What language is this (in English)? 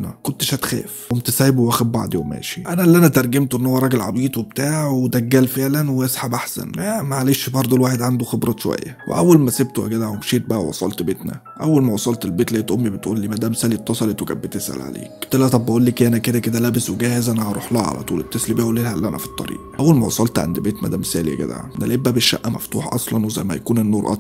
Egyptian Arabic